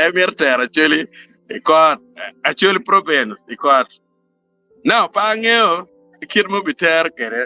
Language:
Acoli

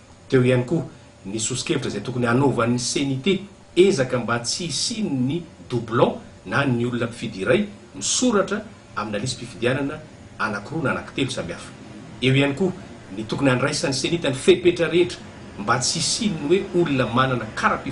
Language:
Malagasy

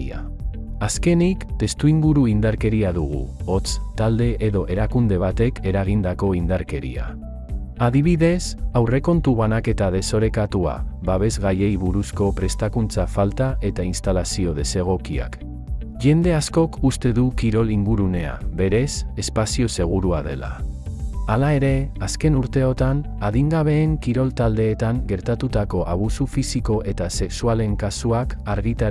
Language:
Basque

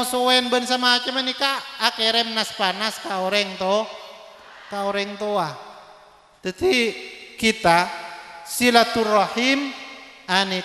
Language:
Madurese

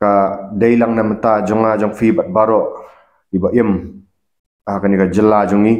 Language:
Khasi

